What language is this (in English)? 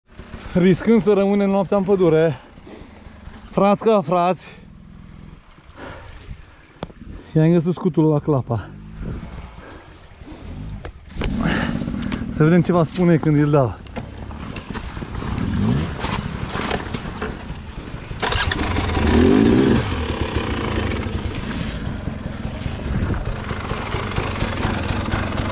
Romanian